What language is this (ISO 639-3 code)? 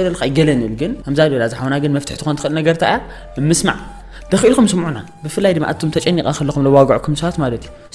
tir